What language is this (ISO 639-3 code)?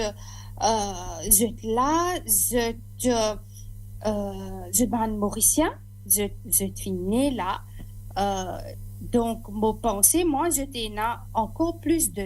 mfe